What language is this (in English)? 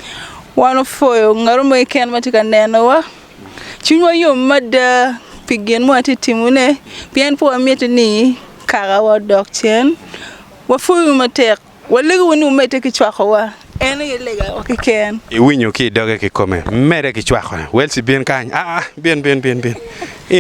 Acoli